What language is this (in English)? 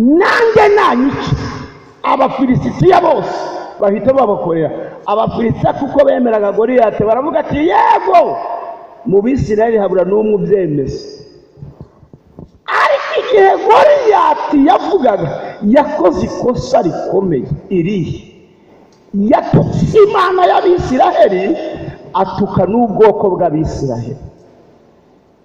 Kinyarwanda